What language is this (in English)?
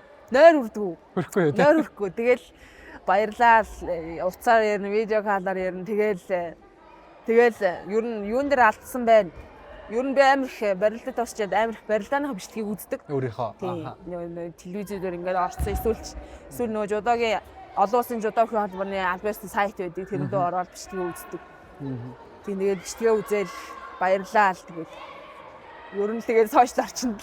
Mongolian